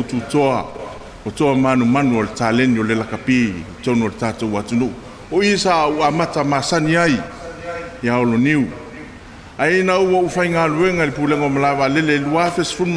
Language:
Samoan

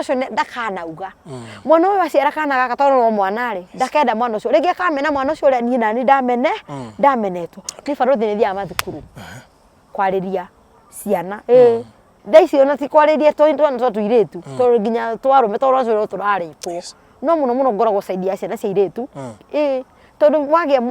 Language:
Kikuyu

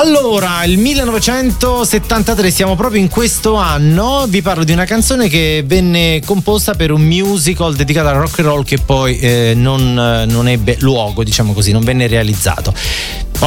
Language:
Italian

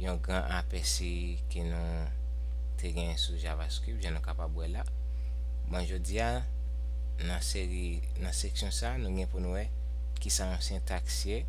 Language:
Haitian Creole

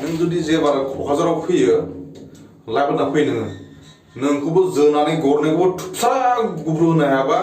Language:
Bodo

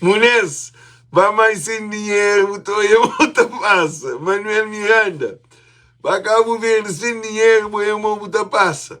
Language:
Kabuverdianu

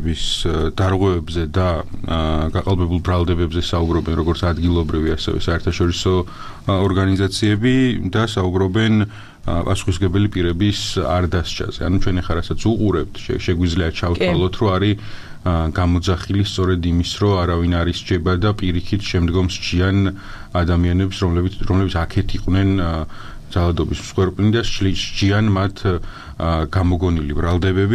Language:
Georgian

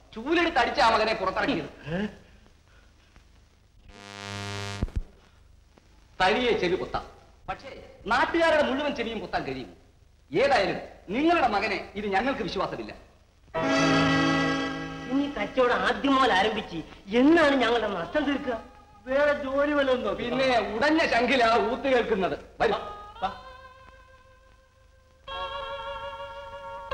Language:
Malayalam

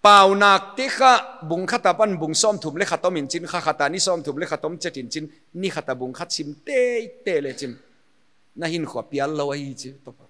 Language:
Paite Chin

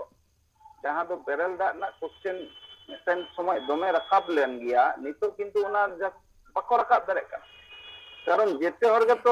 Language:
Santali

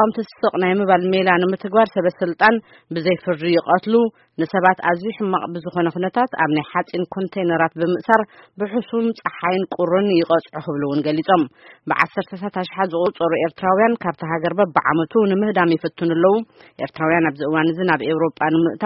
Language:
Tigrinya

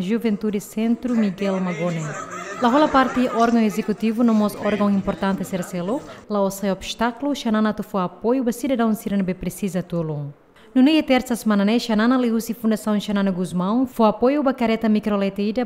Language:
Tetum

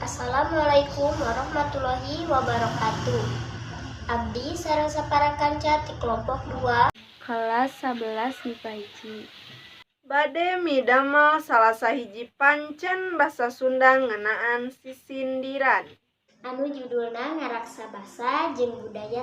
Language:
Sundanese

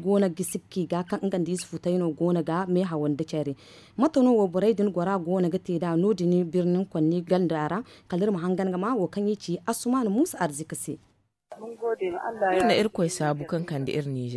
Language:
Zarma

